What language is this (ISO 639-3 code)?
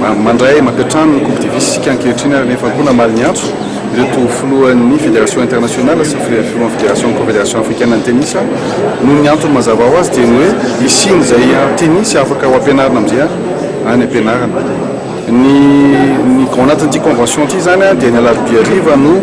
mlg